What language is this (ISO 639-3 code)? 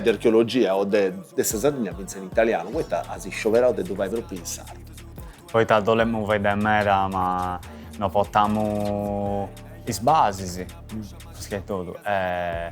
srd